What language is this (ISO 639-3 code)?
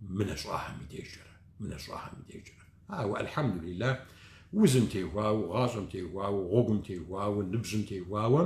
kbd